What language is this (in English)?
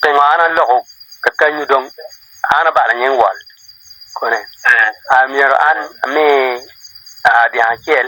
Acoli